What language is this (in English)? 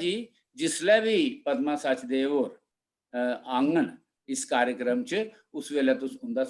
Dogri